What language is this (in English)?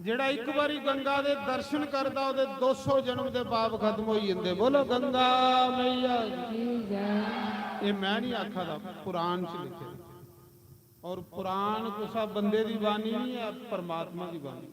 Dogri